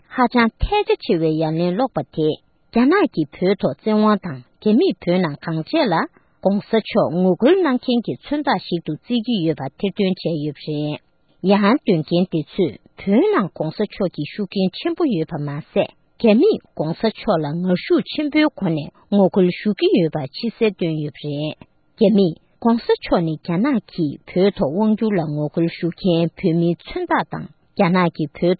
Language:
Tibetan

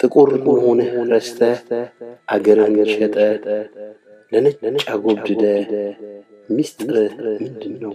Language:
Amharic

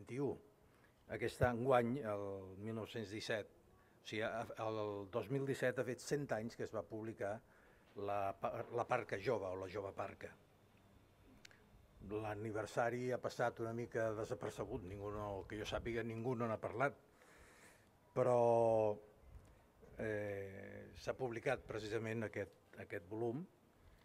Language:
Catalan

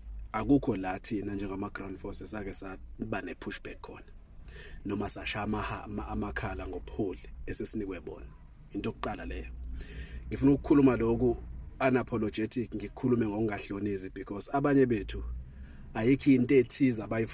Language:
Zulu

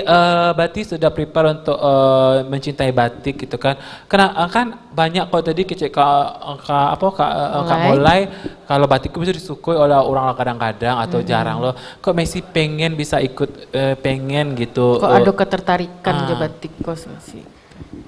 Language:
Minangkabau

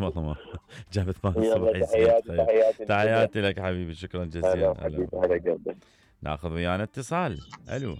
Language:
Mesopotamian Arabic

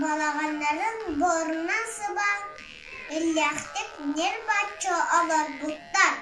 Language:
Yakut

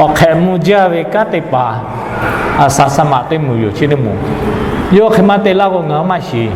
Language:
Lahu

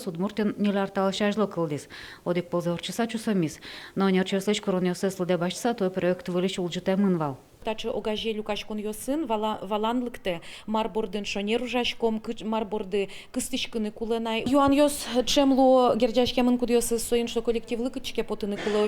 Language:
Udmurt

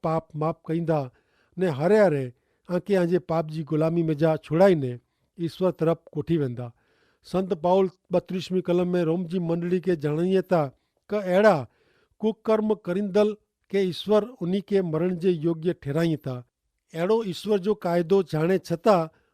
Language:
Kachhi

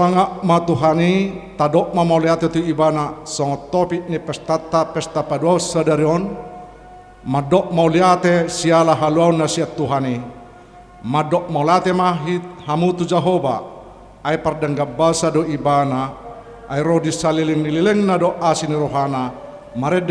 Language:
Batak Toba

